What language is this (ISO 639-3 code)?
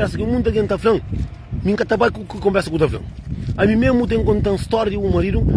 kea